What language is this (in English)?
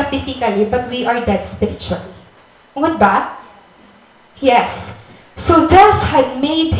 Waray